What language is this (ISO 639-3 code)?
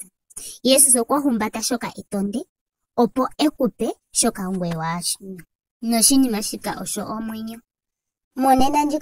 ndo